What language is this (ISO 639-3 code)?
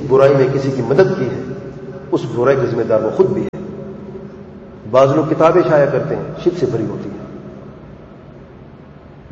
urd